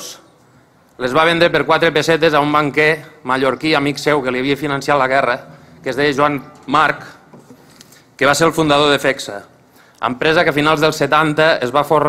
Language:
Catalan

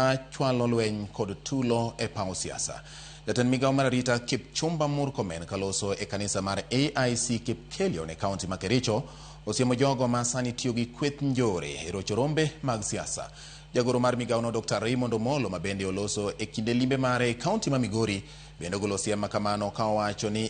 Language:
Luo (Kenya and Tanzania)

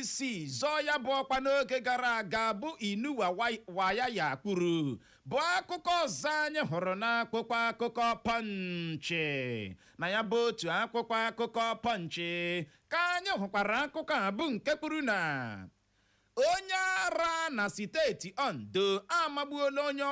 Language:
Igbo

